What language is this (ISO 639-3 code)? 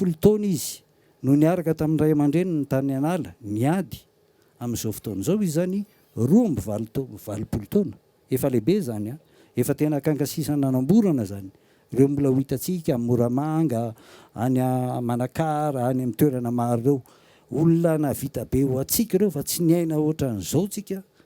mlg